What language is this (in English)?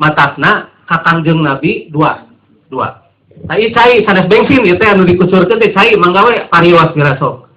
Sundanese